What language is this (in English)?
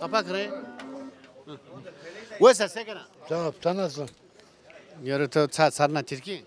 Zaza